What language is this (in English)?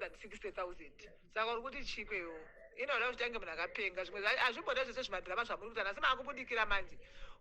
Shona